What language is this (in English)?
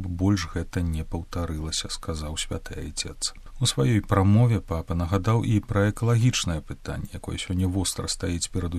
Belarusian